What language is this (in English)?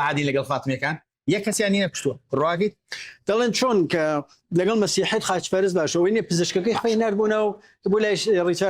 Central Kurdish